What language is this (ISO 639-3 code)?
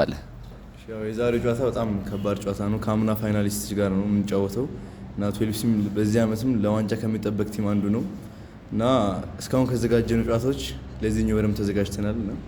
amh